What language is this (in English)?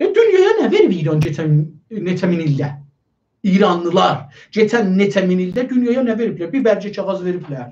South Azerbaijani